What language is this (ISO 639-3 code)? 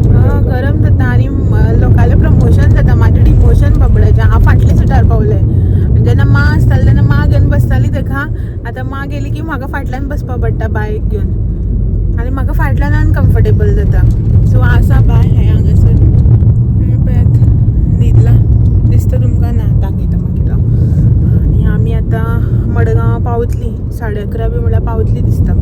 kok